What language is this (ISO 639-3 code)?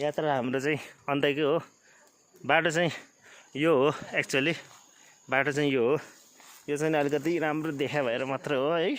nep